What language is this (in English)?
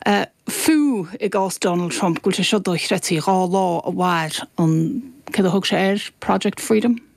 Irish